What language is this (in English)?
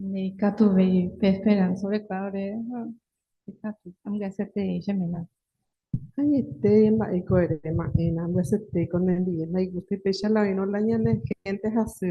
Guarani